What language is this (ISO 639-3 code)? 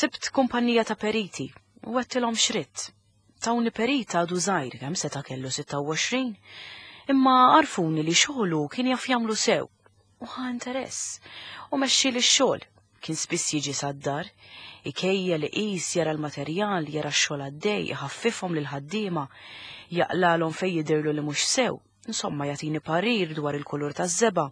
mlt